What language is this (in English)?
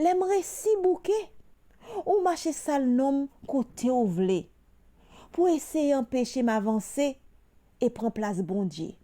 Haitian Creole